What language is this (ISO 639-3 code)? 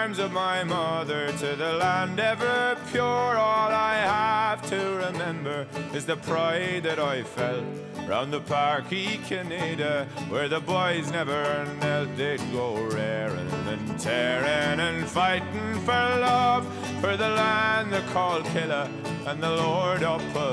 isl